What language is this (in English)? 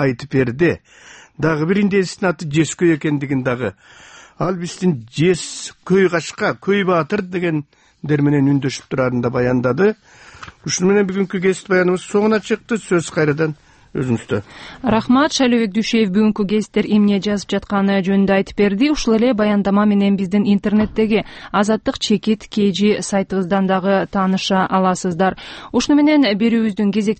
Kyrgyz